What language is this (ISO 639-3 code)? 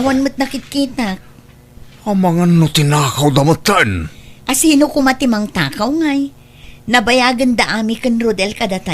ilo